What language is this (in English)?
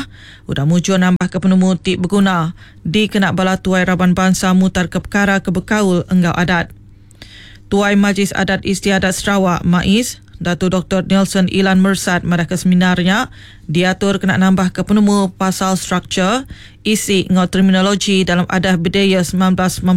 Iban